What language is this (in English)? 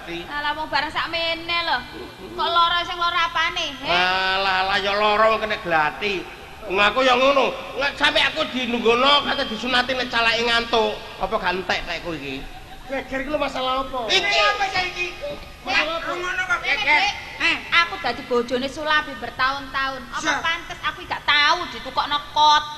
Javanese